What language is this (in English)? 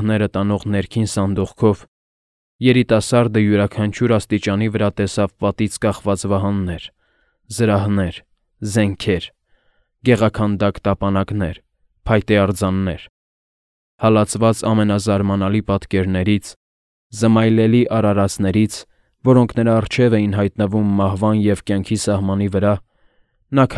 Armenian